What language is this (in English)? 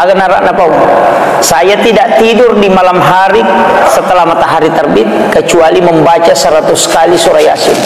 Buginese